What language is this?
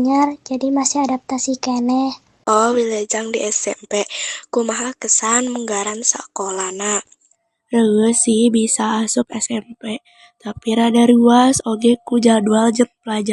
Sundanese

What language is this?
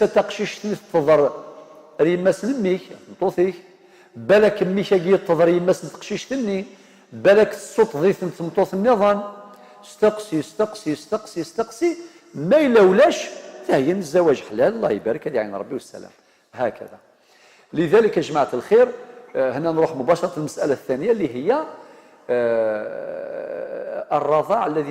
Algerian Arabic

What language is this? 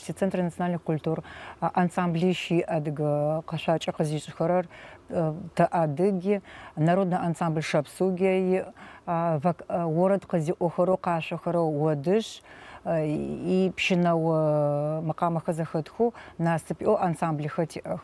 Adyghe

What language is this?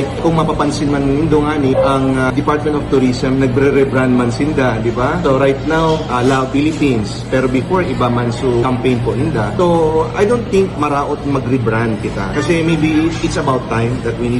Bikol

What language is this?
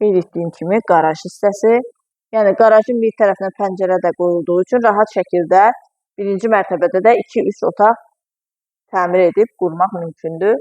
Azerbaijani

